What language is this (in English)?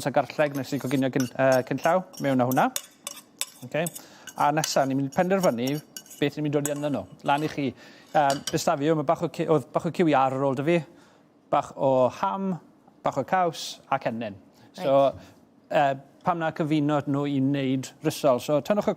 Welsh